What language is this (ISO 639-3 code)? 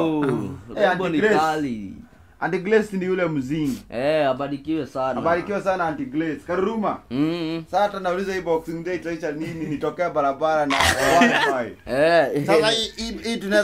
swa